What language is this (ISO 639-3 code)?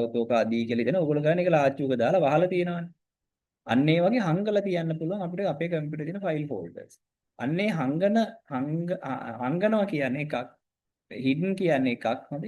sin